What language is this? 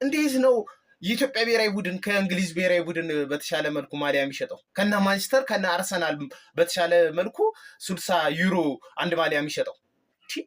Amharic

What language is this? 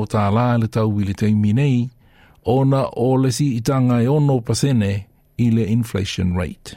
Samoan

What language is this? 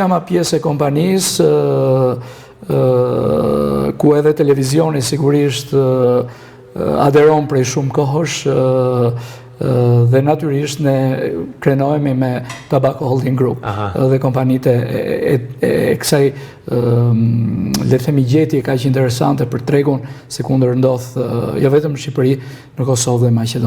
Albanian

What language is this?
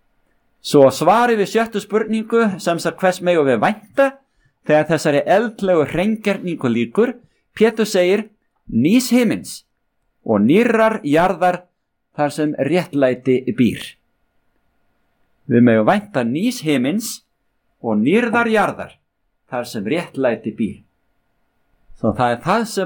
Icelandic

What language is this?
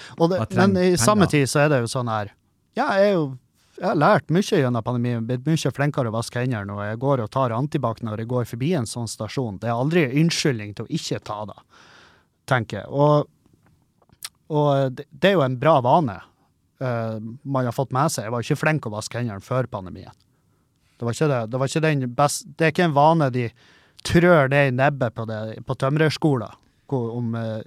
Norwegian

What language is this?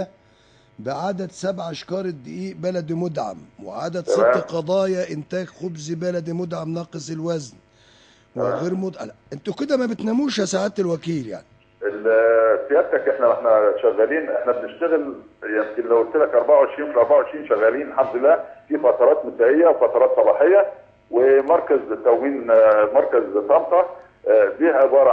Egyptian Arabic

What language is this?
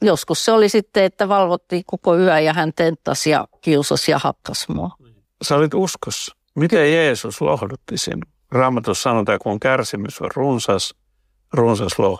Finnish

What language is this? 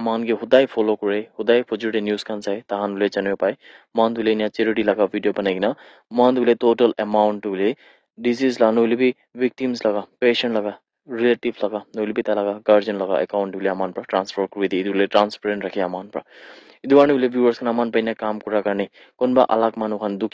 Naga Pidgin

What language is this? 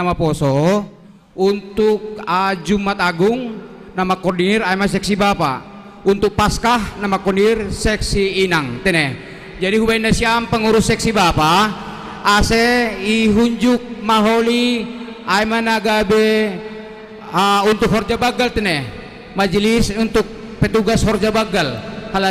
Batak Simalungun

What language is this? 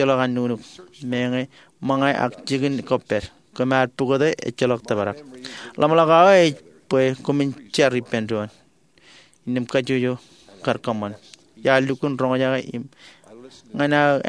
Marshallese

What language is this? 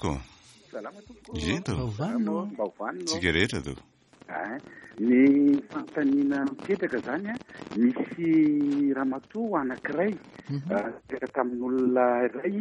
Malagasy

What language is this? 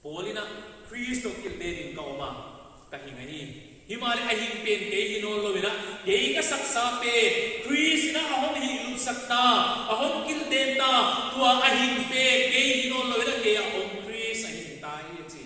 Paite Chin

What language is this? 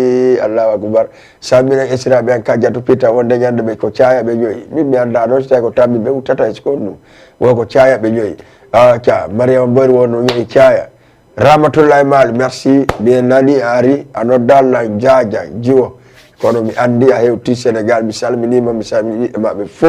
Fula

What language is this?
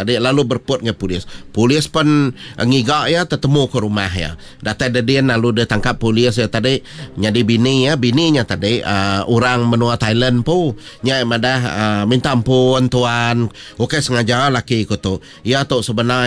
Iban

